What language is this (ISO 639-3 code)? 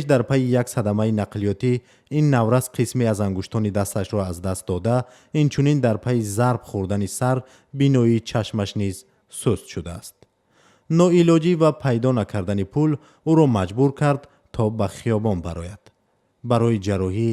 tgk